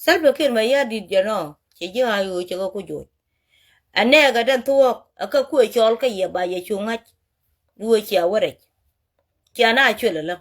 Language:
Nuer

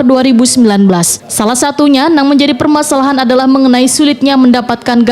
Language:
Banjar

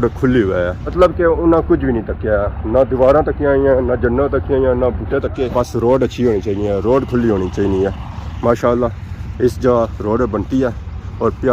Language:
Pahari-Potwari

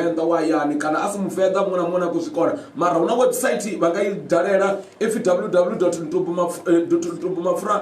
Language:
Venda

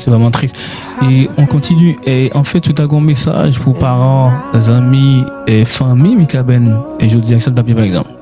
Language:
Haitian Creole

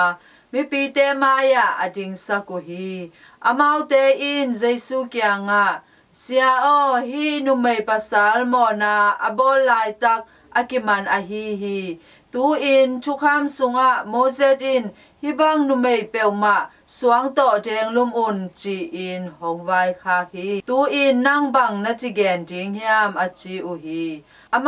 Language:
Tedim Chin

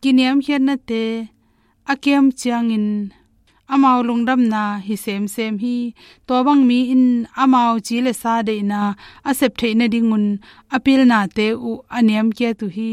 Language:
Tedim Chin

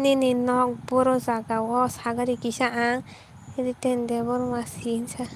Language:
Kok Borok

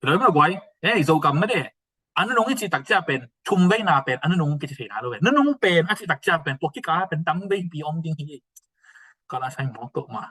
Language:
Tedim Chin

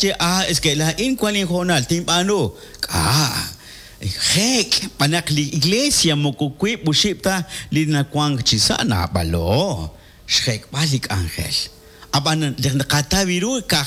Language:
Kekchí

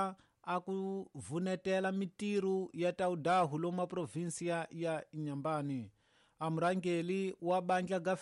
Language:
Tsonga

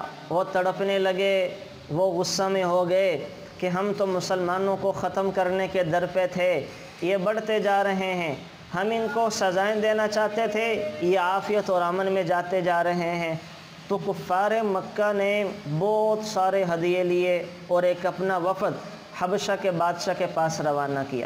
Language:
Urdu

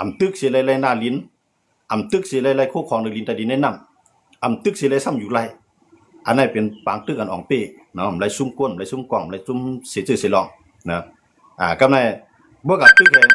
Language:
Shan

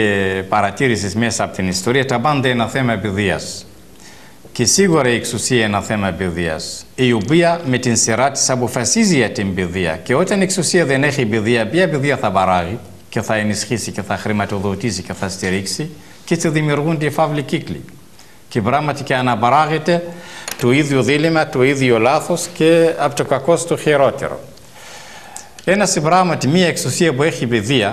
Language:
Greek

